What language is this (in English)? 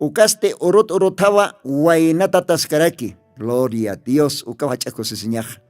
Aymara